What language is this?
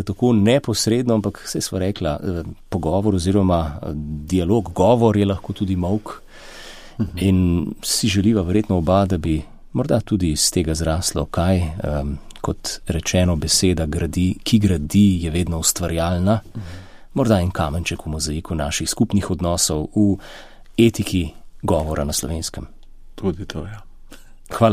Slovenian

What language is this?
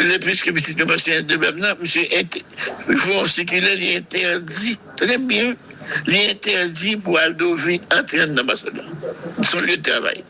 Haitian Creole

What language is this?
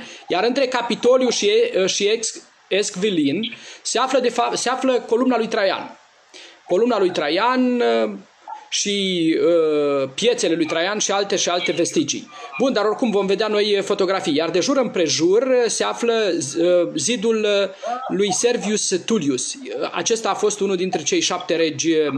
Romanian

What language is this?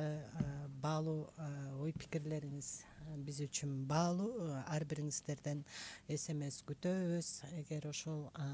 Kyrgyz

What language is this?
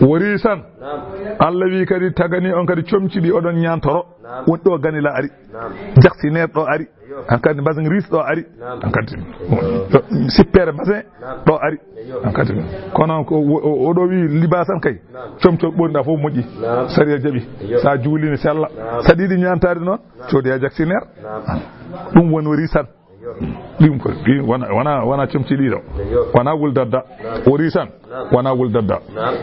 Fula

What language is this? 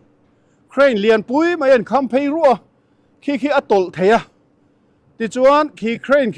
Mizo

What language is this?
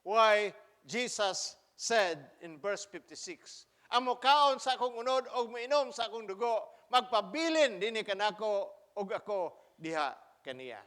Cebuano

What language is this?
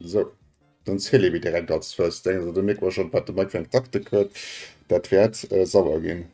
Luxembourgish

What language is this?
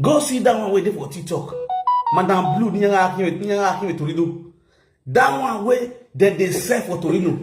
Nigerian Pidgin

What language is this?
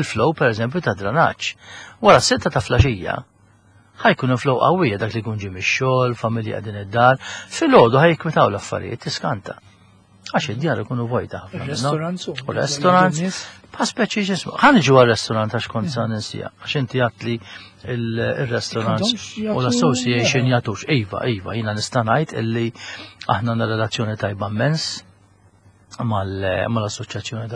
Maltese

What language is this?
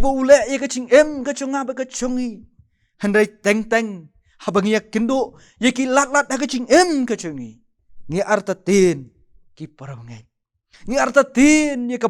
Khasi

